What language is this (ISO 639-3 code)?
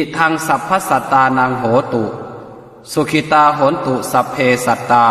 pli